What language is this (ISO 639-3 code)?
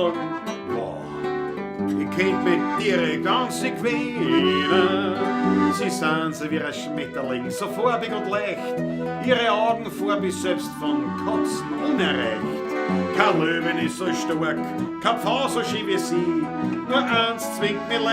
bar